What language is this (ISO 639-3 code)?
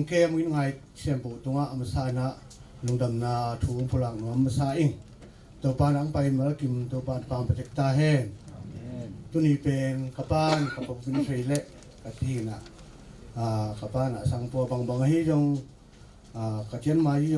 ctd